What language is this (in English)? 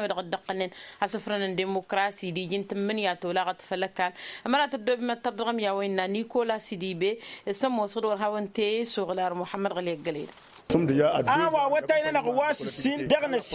Tamasheq